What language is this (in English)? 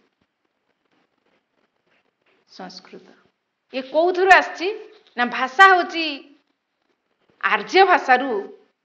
Odia